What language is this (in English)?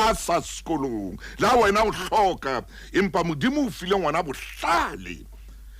Southern Sotho